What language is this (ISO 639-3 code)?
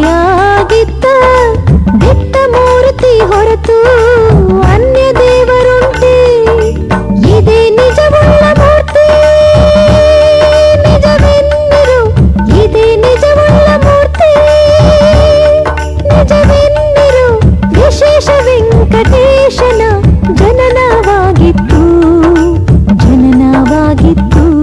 kan